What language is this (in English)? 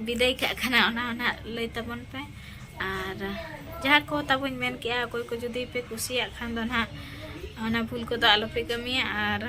Santali